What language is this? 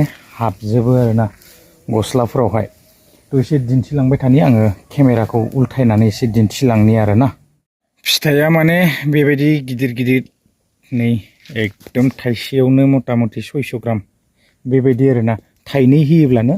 Bodo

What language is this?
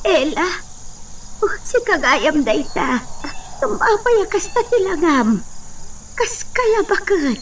Iloko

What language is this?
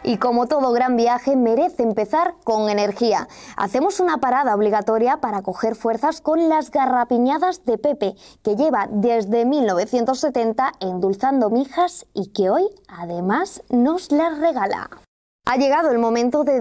Spanish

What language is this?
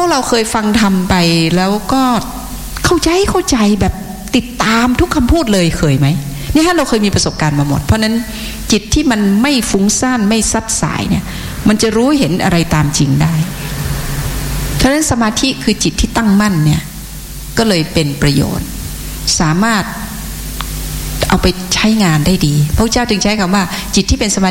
Thai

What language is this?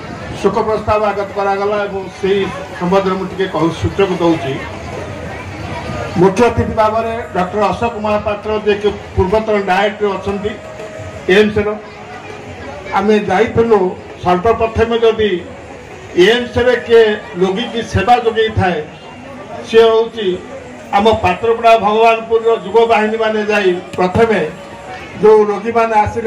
Odia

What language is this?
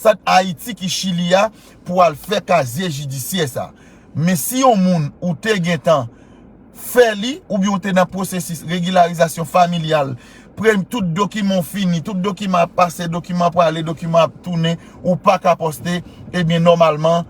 Haitian Creole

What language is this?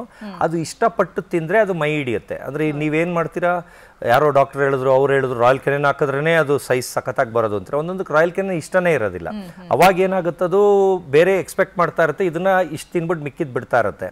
Kannada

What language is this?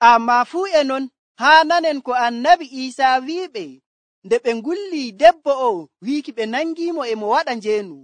Nigerian Fulfulde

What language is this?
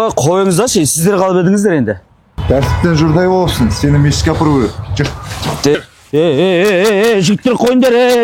Kazakh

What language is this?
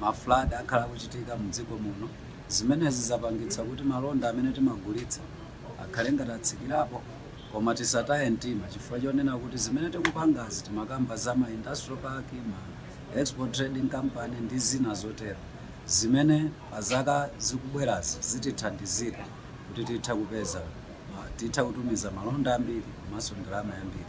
Nyanja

